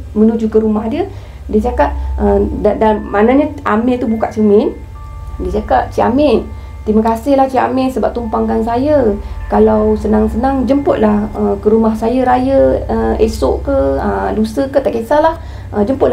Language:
Malay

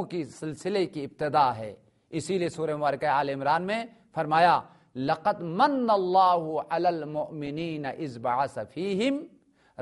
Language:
Urdu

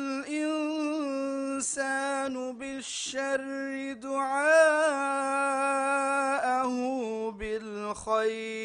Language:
Divehi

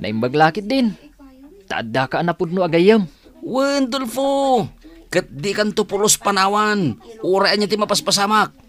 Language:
Iloko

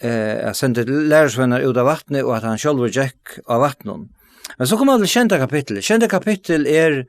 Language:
Faroese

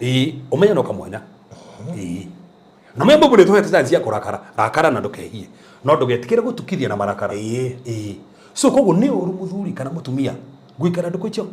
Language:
Kikuyu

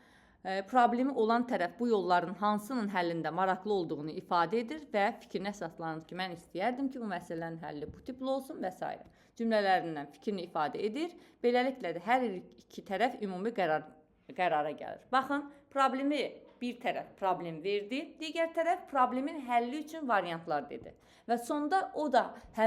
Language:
Azerbaijani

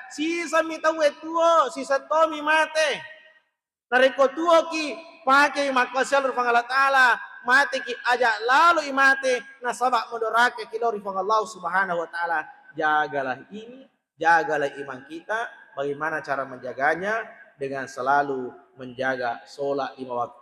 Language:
Buginese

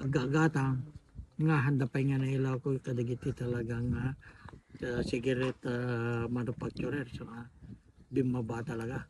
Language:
Iloko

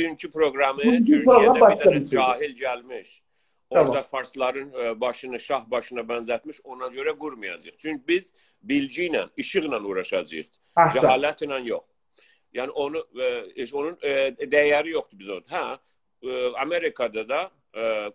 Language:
South Azerbaijani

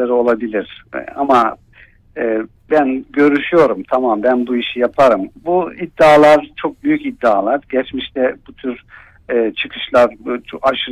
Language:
Turkish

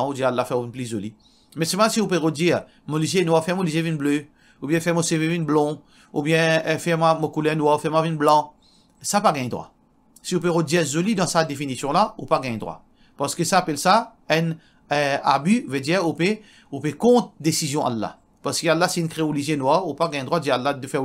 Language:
Morisyen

